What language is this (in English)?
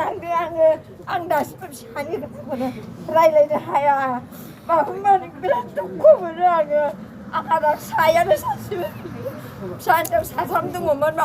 Bodo